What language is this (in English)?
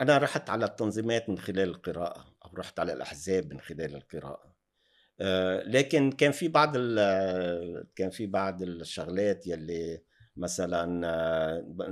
North Levantine Arabic